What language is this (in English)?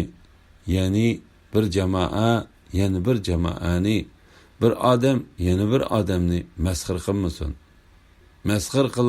Uyghur